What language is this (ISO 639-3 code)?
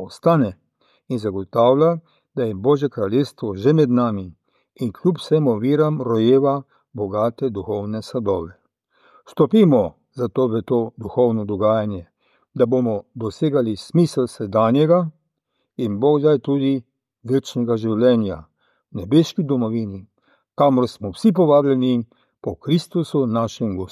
slv